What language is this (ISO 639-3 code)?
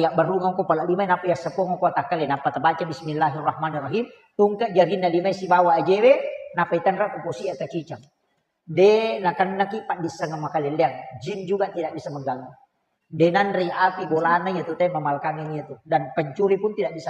bug